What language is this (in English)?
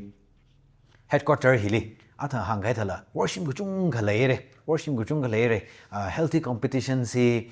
Tangkhul Naga (India)